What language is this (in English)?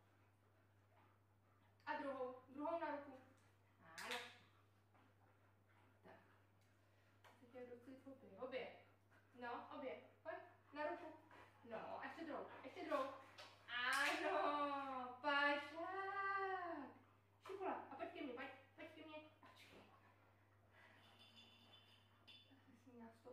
Czech